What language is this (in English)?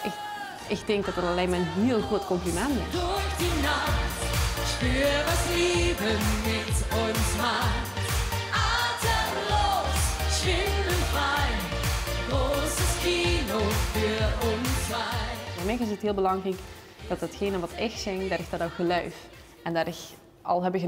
Limburgish